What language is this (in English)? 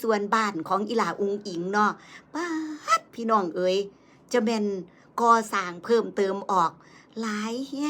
Northeastern Thai